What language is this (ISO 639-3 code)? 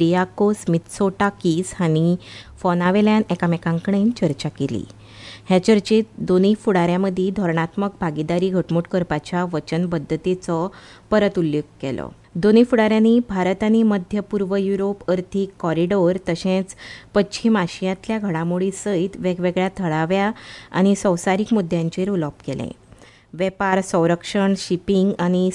kok